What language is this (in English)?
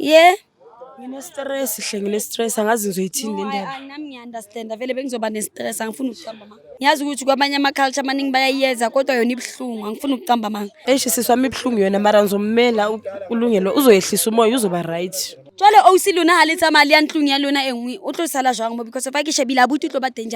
Zulu